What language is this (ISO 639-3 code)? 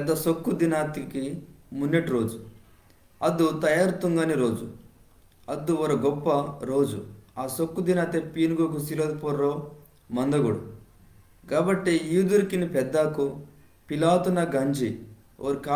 kff